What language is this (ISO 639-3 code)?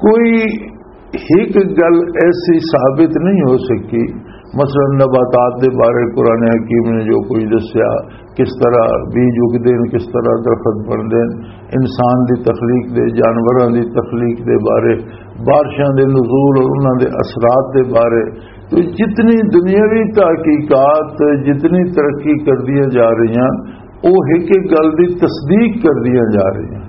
lah